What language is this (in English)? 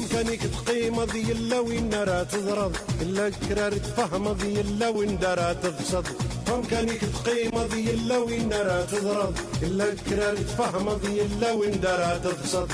Kabyle